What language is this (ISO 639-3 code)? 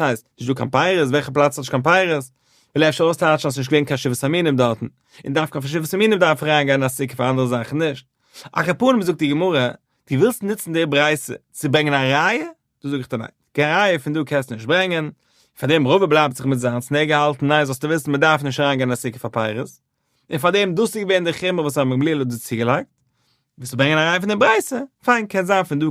yid